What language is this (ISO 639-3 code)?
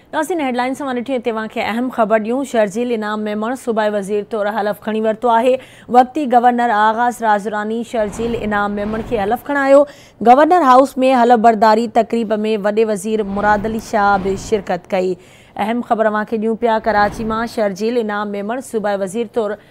snd